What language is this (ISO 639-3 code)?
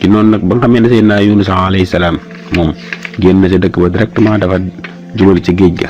wol